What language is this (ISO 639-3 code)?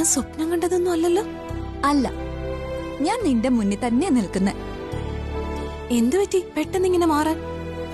mal